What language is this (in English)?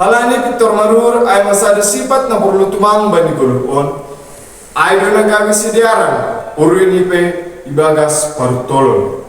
Batak Simalungun